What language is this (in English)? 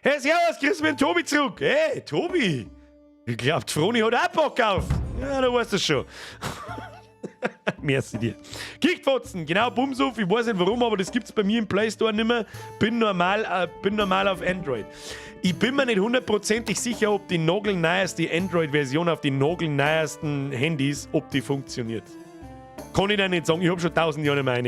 Bavarian